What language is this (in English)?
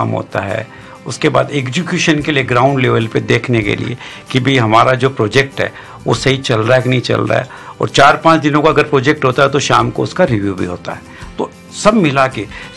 Hindi